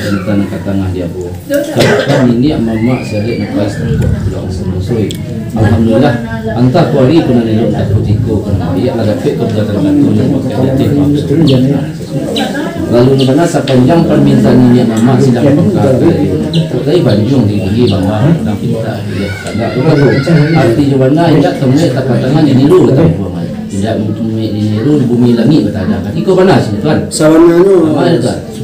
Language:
Minangkabau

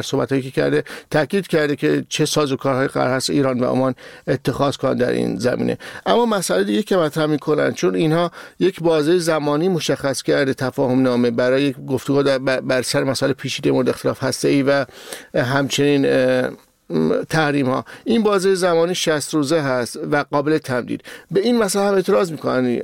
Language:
Persian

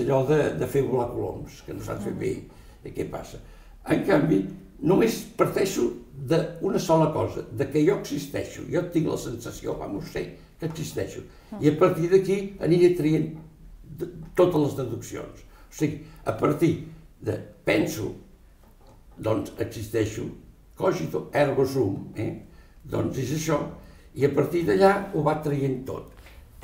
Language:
Catalan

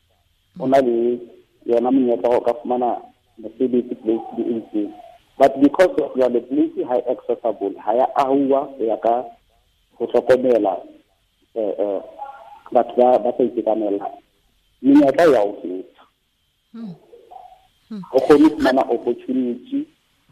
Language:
Southern Sotho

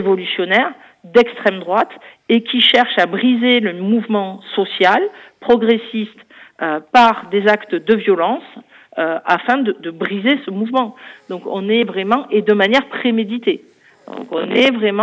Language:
French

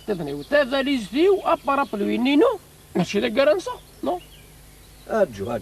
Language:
Kabyle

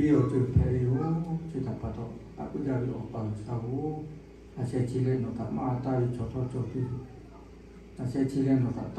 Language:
Lahu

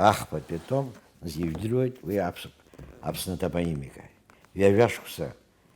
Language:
Abkhazian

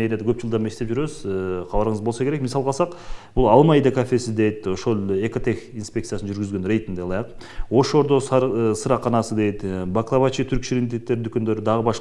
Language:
Kyrgyz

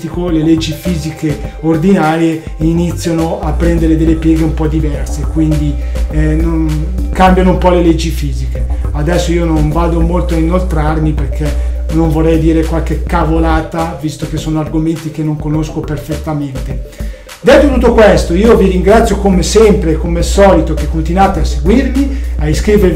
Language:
Italian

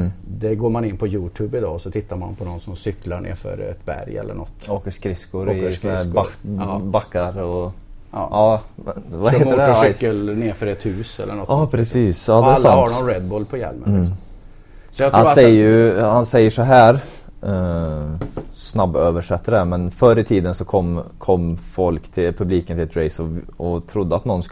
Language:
Swedish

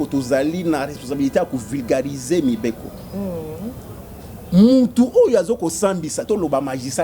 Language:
Lingala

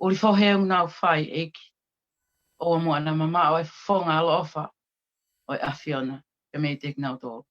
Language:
Tongan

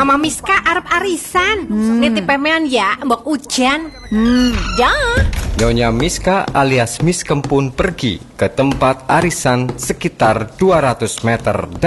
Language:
Indonesian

